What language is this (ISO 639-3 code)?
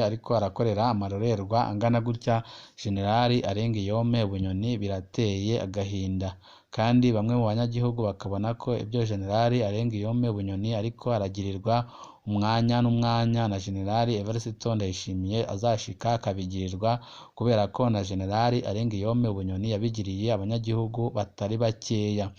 run